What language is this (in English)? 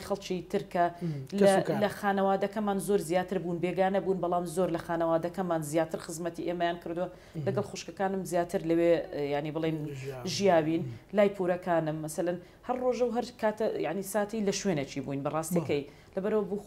Central Kurdish